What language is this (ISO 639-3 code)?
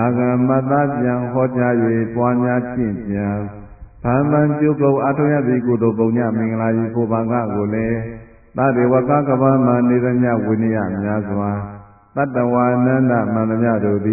mya